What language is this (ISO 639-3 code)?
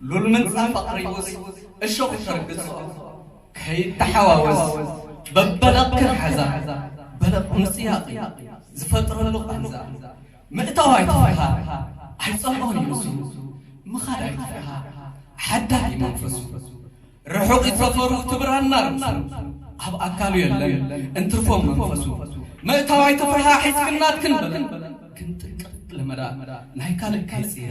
tir